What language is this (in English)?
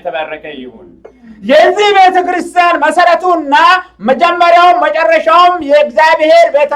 Amharic